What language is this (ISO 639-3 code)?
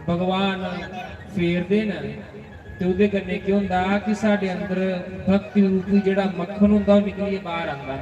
doi